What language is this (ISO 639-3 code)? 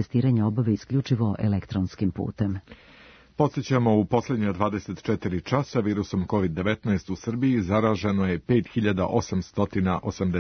srp